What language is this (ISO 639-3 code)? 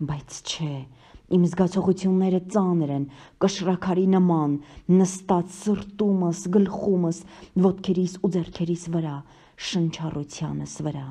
hye